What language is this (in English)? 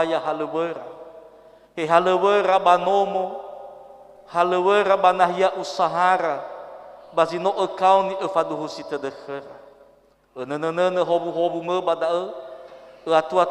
Nias